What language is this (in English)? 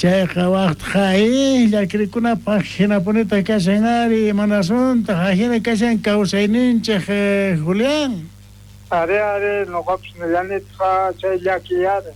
South Bolivian Quechua